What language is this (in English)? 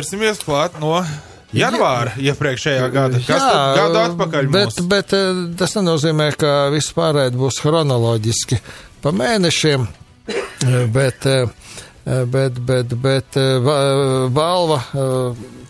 Latvian